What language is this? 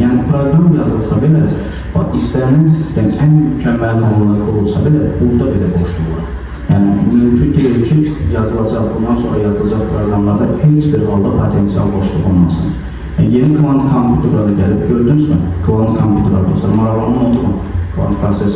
Azerbaijani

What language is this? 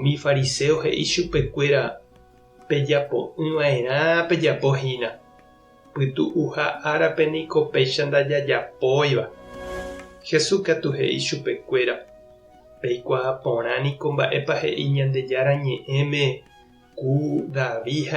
Guarani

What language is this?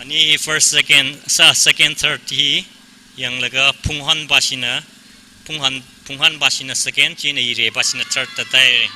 Tangkhul Naga (India)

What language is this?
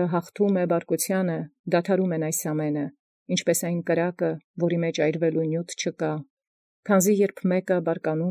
Armenian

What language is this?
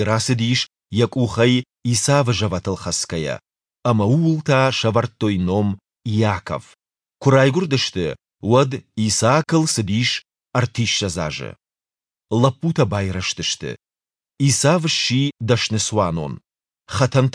Ossetic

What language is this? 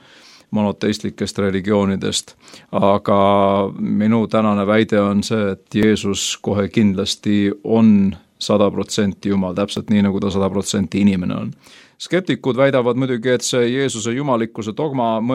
Estonian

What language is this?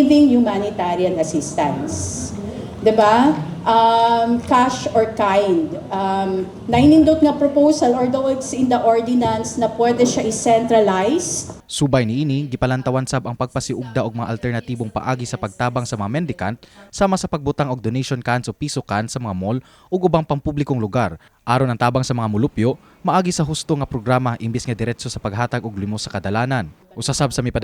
Cebuano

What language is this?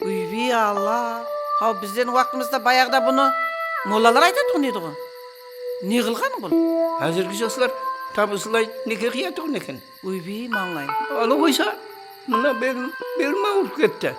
Kara-Kalpak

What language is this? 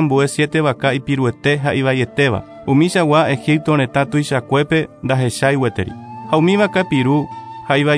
Guarani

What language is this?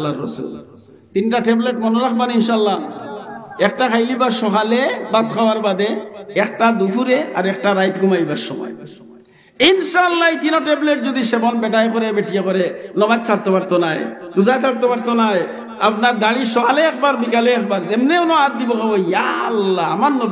Sylheti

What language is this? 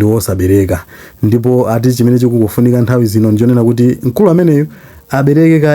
Nyanja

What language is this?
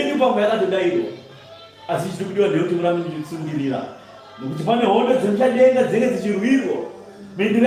Shona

